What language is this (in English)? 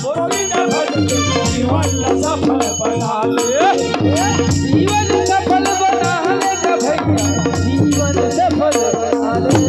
Chhattisgarhi